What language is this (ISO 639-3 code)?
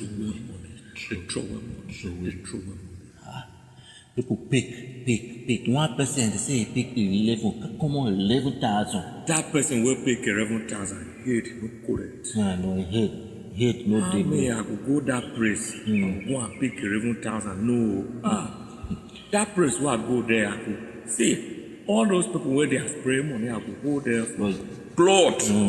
pcm